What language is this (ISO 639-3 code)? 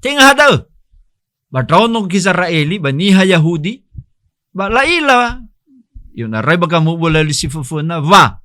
nia